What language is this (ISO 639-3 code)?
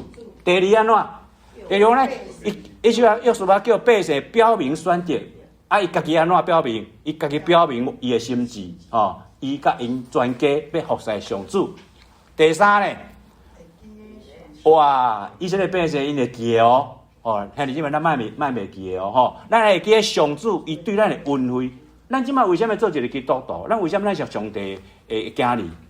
nan